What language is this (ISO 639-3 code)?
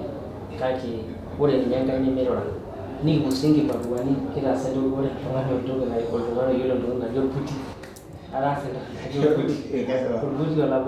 mas